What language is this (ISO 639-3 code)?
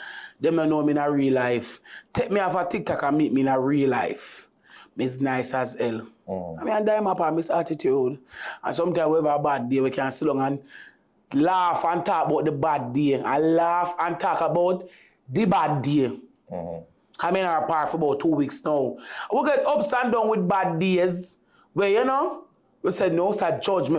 jam